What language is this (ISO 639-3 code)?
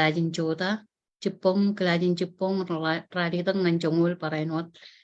mah